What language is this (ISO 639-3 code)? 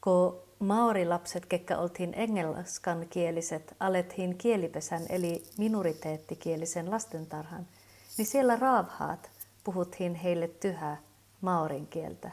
fkv